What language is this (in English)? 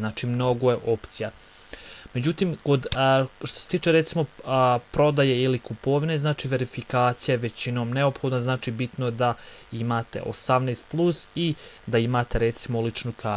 Bosnian